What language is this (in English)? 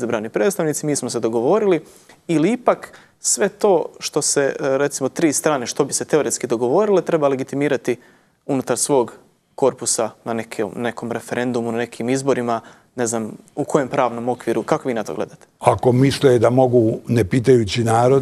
Bosnian